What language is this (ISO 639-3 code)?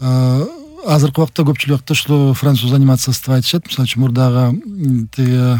kir